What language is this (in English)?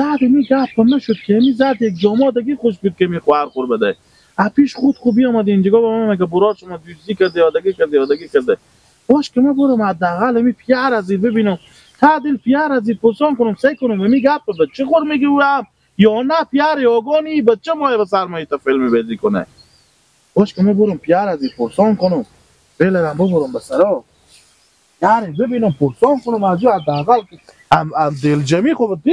Persian